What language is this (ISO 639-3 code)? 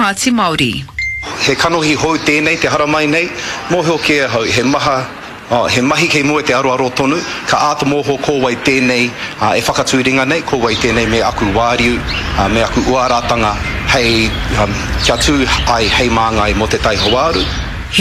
mri